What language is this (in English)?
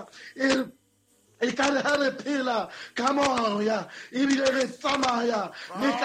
Southern Sotho